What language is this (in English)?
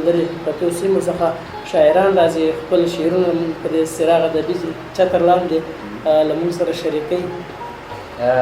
Pashto